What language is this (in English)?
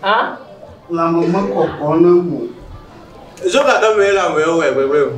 Ewe